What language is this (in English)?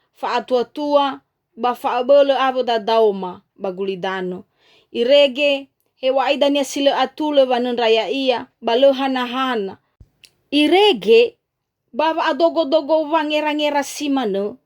Nias